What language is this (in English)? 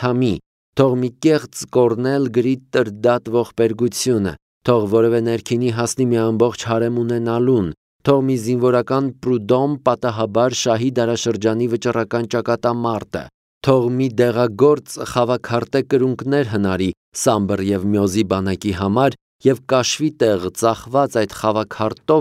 Armenian